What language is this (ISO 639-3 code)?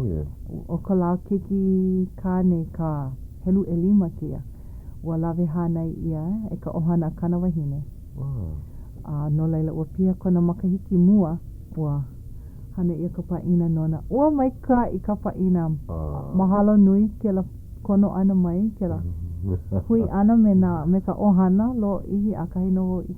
haw